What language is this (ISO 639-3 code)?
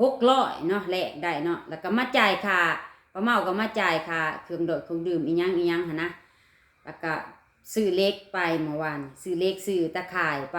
lao